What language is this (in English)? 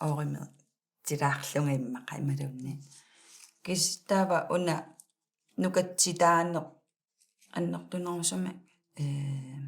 Kalaallisut